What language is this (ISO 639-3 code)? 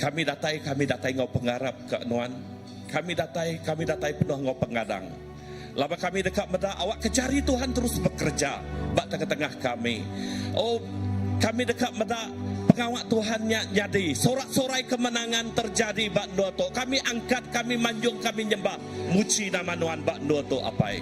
iba